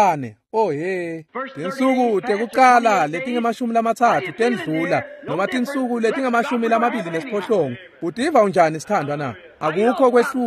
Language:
Swati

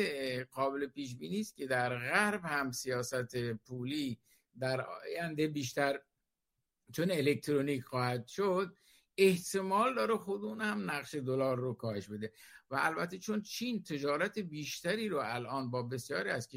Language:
Persian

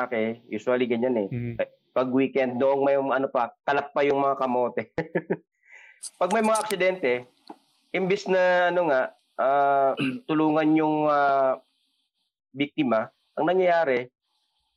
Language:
Filipino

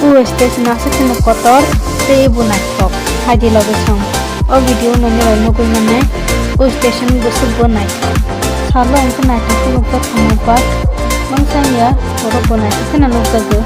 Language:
Kok Borok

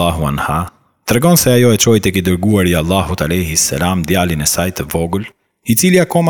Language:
Albanian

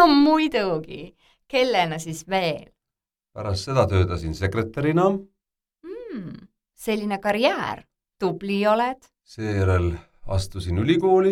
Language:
Estonian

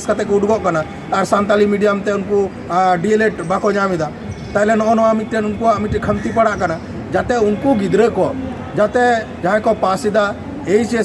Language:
Santali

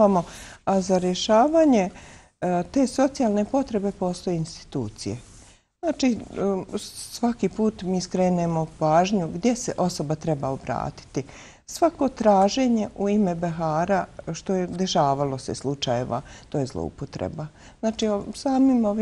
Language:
Bosnian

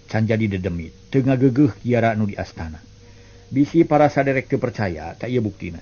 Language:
Sundanese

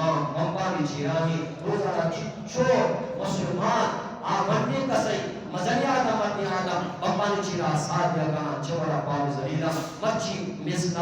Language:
Eastern Balochi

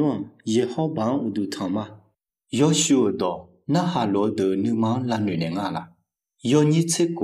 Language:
Akha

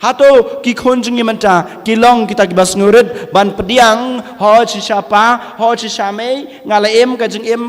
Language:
Khasi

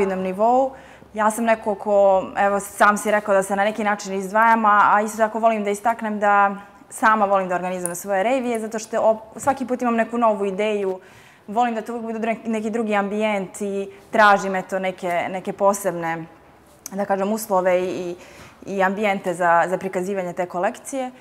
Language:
Bosnian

